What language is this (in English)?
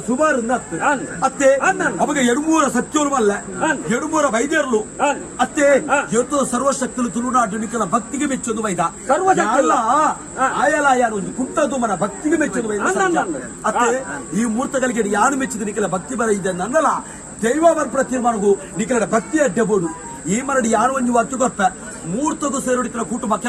Tulu